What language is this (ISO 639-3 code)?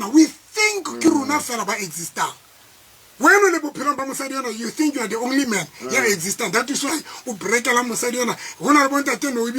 tsn